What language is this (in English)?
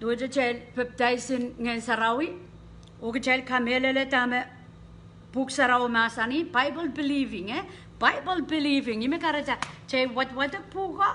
Pohnpeian